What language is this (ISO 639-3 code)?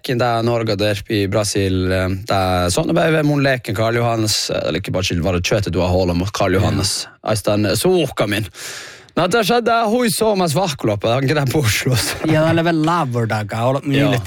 sme